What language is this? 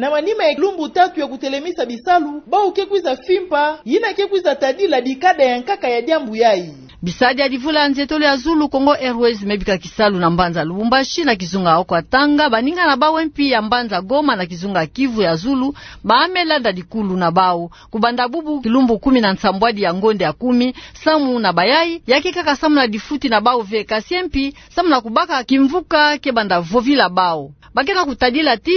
Kituba (Democratic Republic of Congo)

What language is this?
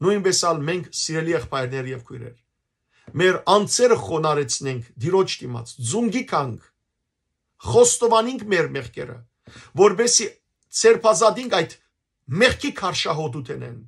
Western Armenian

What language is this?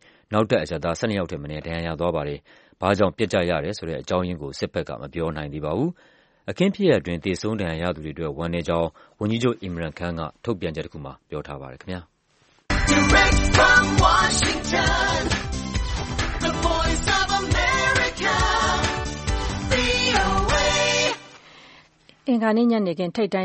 Burmese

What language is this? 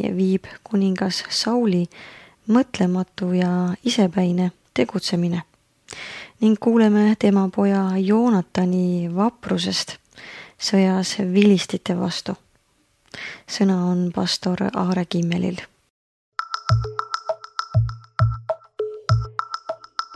Estonian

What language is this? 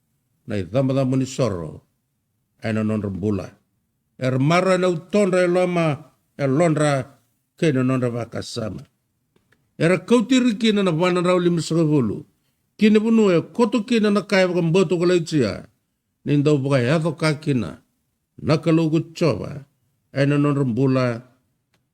Fijian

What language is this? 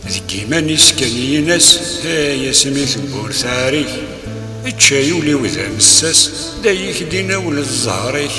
Kabyle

